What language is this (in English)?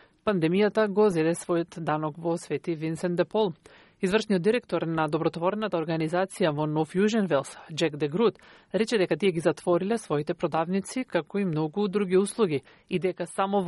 Macedonian